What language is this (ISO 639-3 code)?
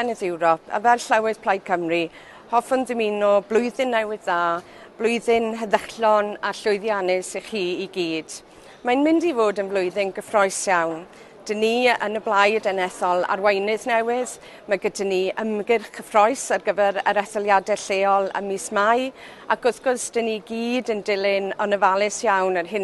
cym